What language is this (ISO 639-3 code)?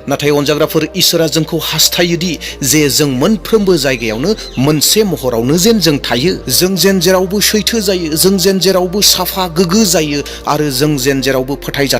brx